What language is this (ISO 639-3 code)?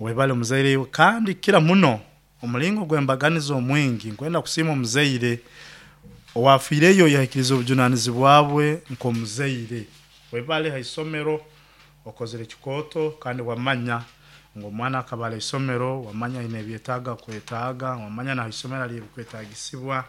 nyo